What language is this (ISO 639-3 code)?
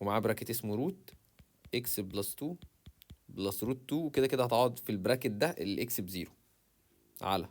arz